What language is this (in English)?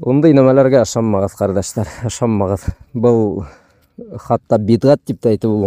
Bashkir